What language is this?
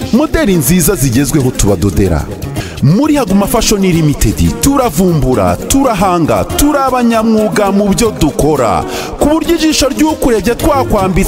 Kinyarwanda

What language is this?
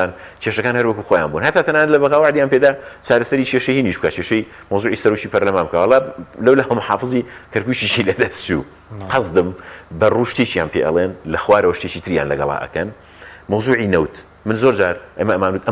Central Kurdish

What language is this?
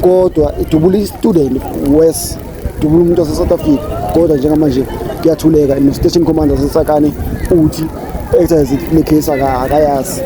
Zulu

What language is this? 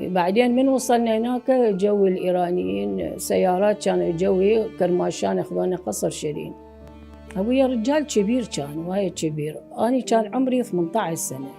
Mesopotamian Arabic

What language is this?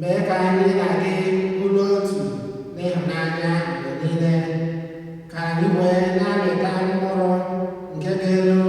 Igbo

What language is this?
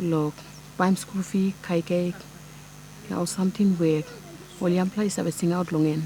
Tok Pisin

